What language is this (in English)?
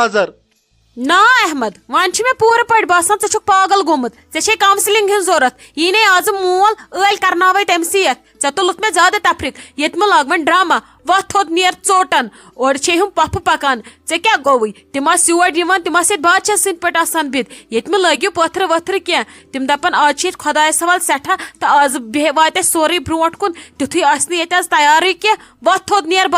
Kashmiri